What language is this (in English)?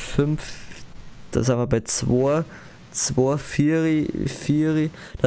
Bavarian